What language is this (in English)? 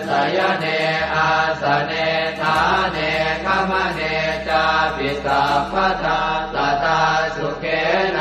Pali